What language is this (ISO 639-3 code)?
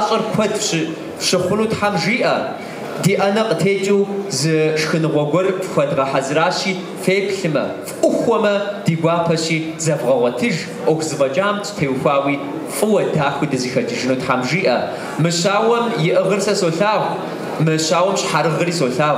kbd